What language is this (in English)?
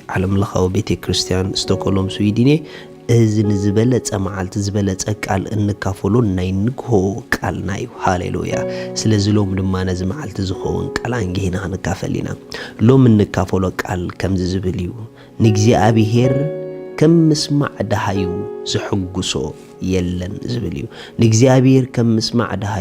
Tigrinya